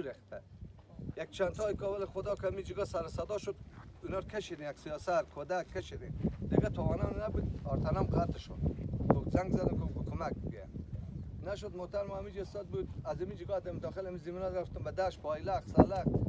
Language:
Persian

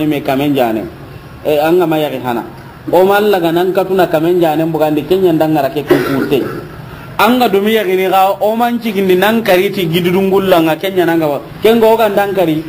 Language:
Soninke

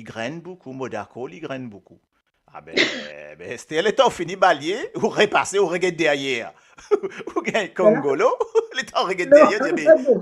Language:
Morisyen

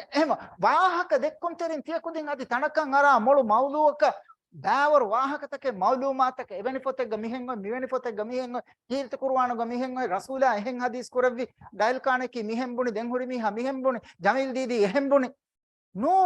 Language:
Divehi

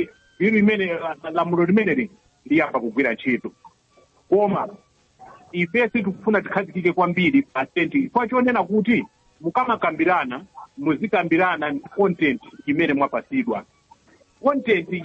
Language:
Nyanja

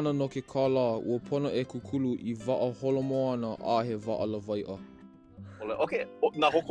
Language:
Hawaiian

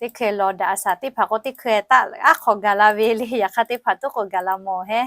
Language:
Lahu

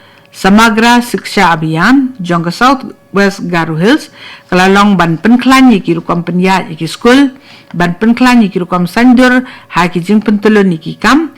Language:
Khasi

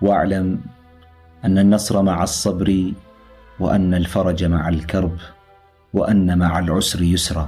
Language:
Amharic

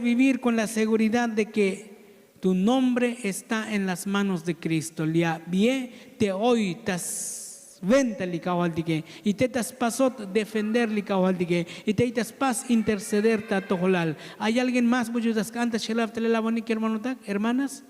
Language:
Tzotzil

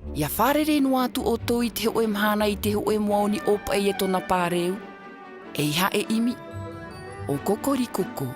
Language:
Tahitian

